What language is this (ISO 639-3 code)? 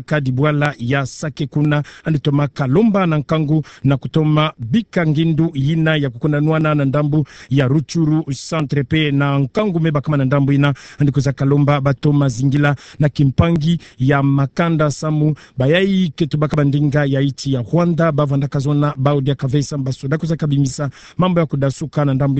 ktu